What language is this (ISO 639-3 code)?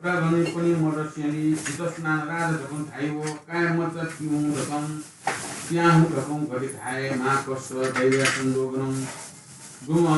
new